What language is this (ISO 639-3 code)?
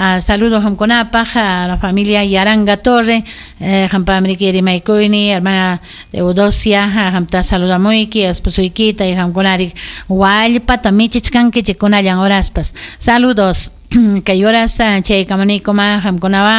quy